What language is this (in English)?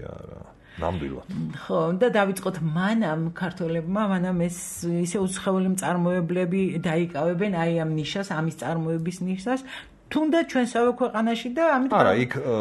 Georgian